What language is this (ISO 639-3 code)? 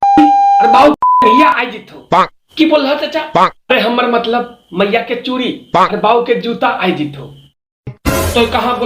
mag